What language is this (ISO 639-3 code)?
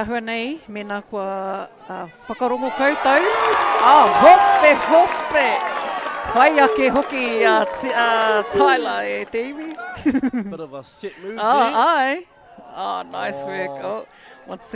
mri